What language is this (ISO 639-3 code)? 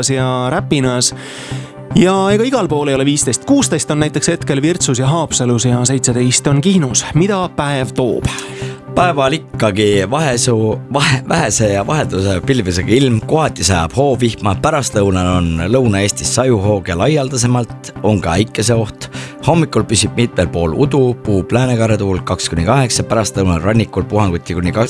est